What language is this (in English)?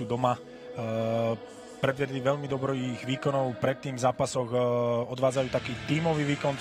Slovak